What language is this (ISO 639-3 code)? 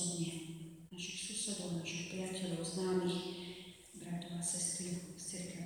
slk